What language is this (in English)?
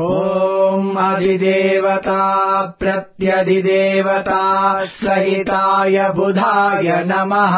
Sanskrit